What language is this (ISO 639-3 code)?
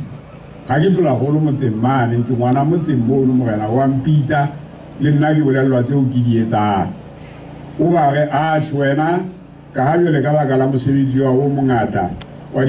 sot